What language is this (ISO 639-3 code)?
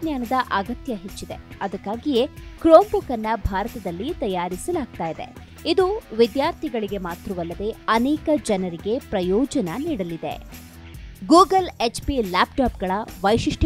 kan